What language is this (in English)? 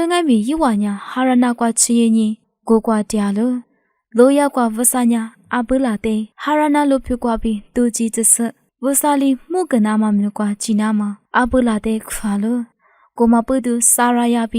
Lisu